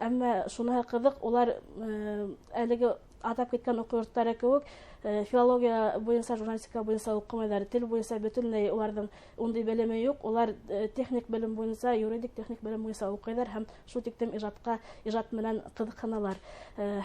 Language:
Bashkir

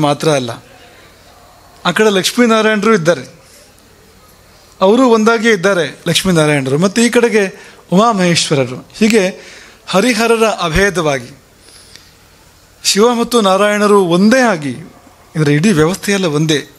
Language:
Kannada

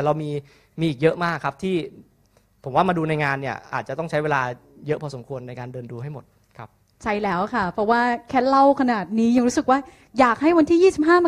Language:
Thai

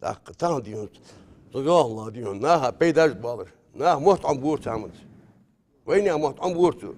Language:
Ingush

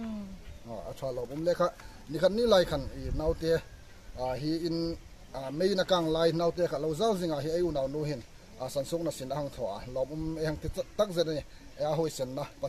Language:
Hmar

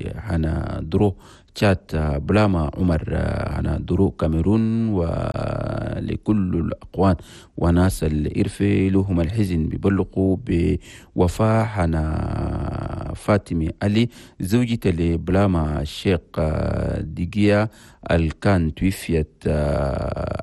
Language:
Chadian Arabic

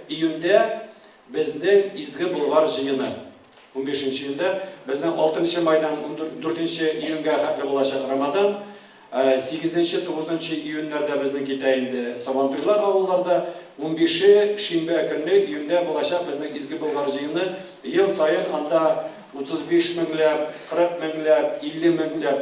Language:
Tatar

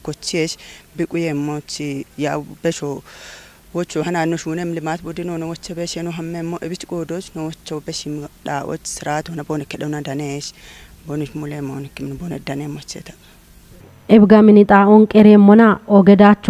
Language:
Kafa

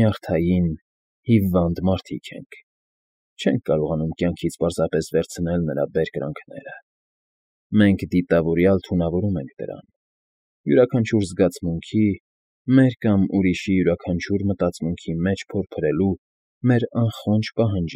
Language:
Armenian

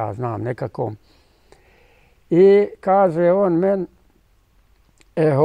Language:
Bosnian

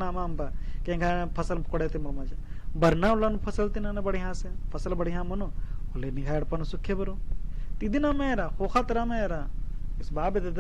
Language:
Kurukh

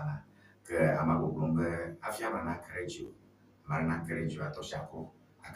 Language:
Ewe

